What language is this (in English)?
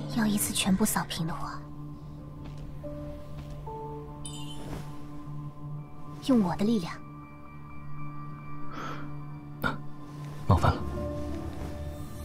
Chinese